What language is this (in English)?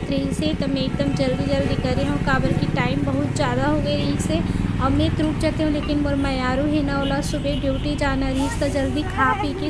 Chhattisgarhi